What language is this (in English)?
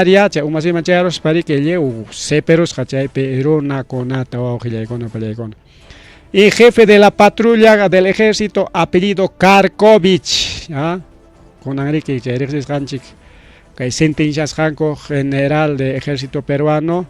Ayacucho Quechua